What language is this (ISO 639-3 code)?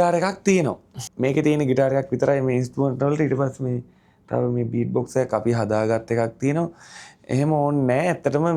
sin